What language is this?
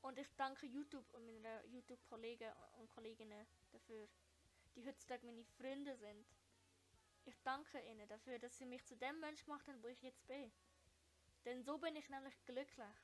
Swiss German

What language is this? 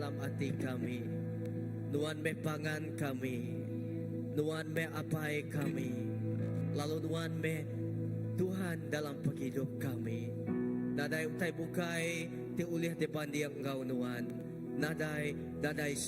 Iban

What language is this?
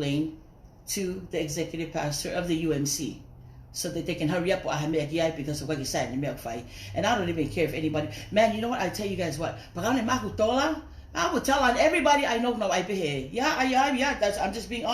Tongan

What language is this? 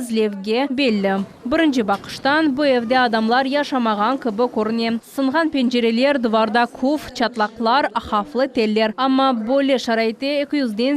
Crimean Tatar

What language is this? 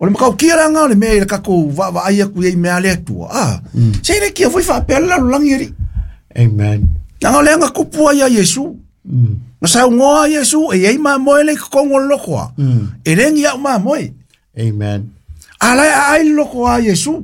Samoan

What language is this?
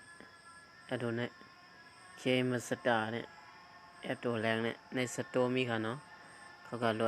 Shan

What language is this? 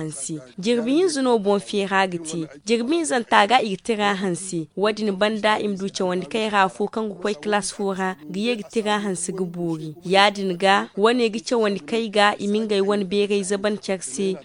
Zarma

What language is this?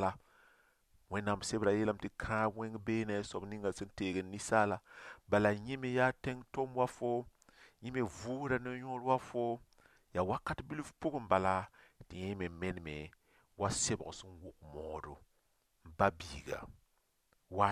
Mossi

